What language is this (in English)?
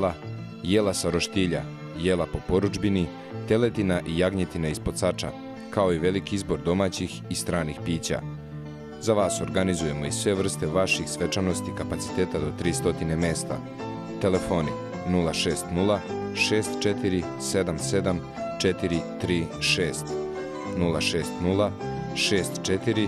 Serbian